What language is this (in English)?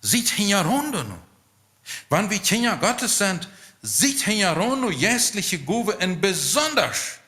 Plautdietsch